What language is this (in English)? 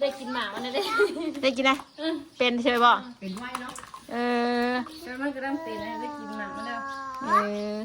Northeastern Thai